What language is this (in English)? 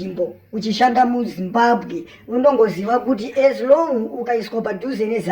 Shona